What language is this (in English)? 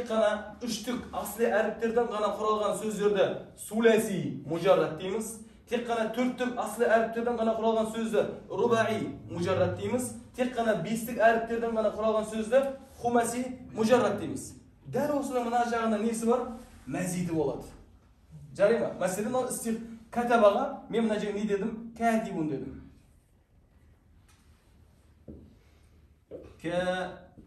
Kazakh